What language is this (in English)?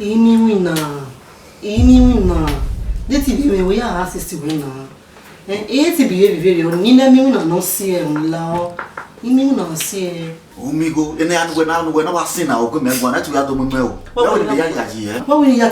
Bini